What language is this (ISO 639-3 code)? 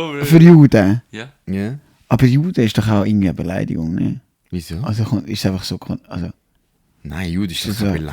gsw